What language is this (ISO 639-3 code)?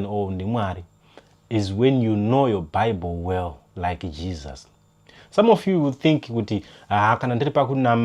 sna